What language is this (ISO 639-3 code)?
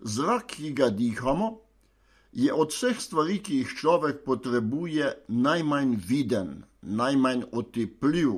slv